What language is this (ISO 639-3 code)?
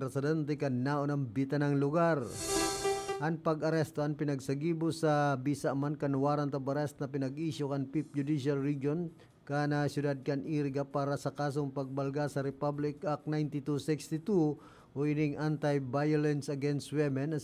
bik